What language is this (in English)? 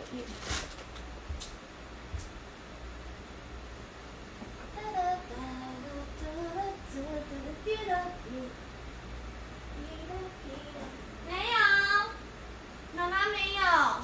Chinese